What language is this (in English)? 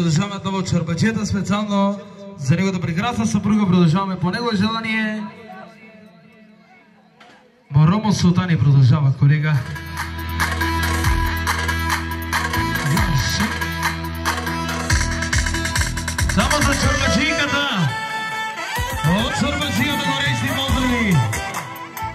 Bulgarian